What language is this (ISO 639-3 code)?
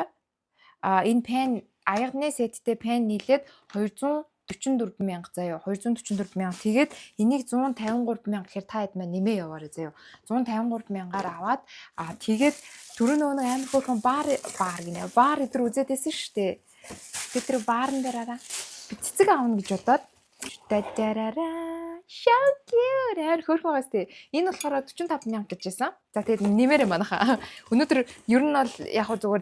mon